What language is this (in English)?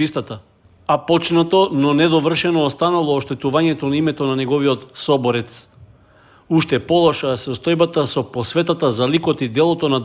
Macedonian